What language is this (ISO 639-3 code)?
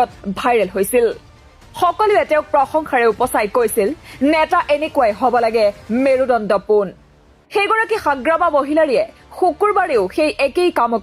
asm